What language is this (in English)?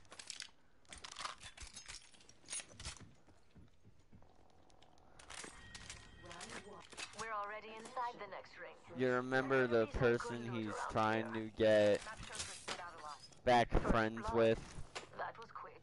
English